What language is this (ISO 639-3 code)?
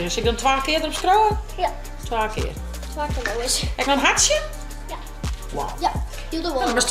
fry